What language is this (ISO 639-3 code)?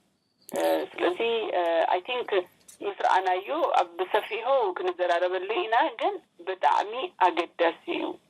tir